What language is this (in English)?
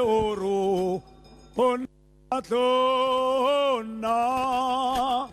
Tswana